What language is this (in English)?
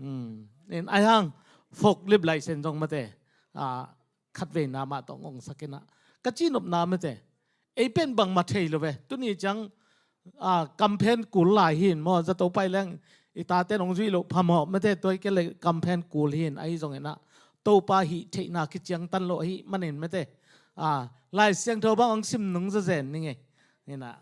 Tedim Chin